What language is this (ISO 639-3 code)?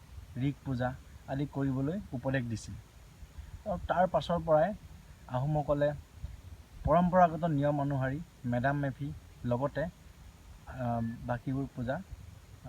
asm